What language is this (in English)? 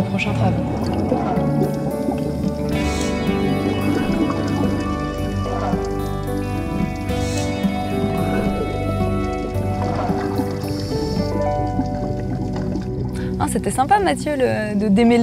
French